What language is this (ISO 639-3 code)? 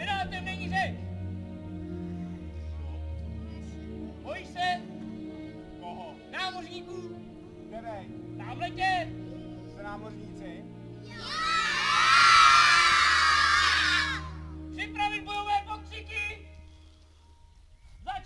ces